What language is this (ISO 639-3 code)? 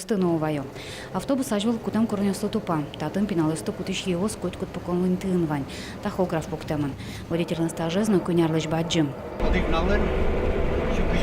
udm